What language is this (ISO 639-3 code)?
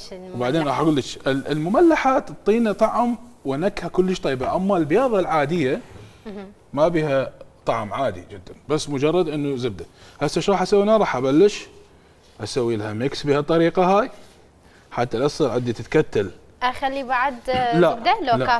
acm